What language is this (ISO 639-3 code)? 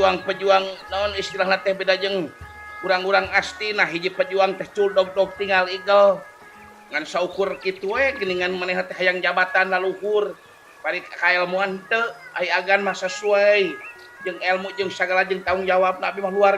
sun